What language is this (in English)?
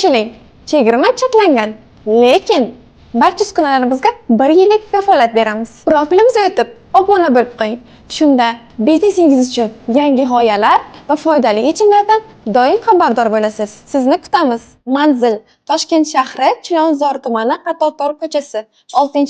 Uzbek